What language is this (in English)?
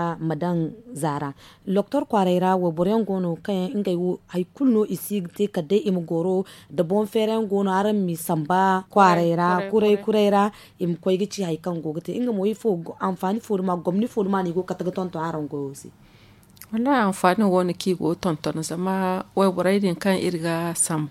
Zarma